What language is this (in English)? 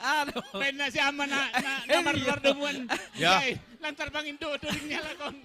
Batak Simalungun